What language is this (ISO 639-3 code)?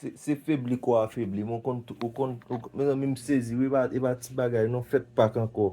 hat